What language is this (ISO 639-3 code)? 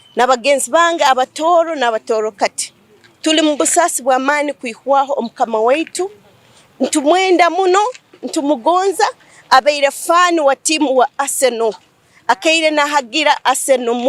ttj